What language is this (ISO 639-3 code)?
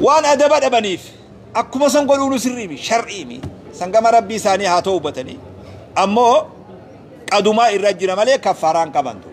orm